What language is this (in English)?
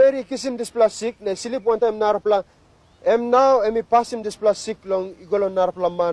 Tok Pisin